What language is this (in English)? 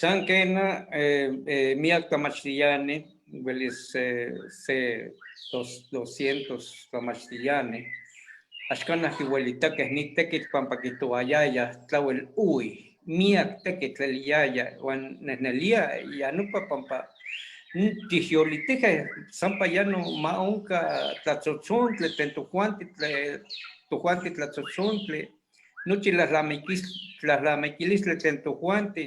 Eastern Huasteca Nahuatl